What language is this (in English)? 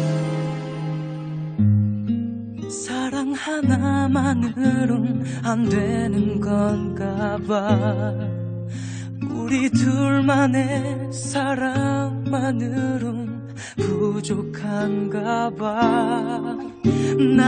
Korean